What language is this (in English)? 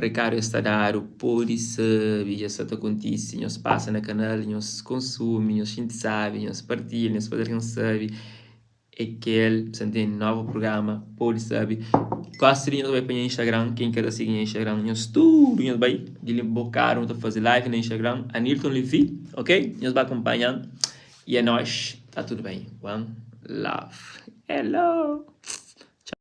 Kabuverdianu